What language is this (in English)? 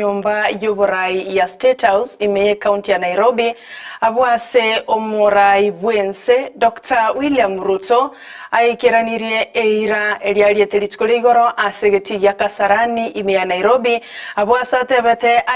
Gusii